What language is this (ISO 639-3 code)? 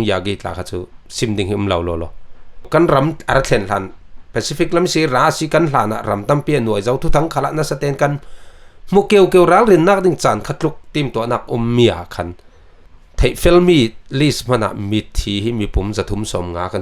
cfm